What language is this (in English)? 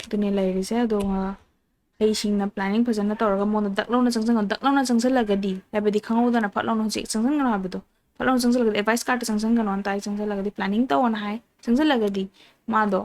Manipuri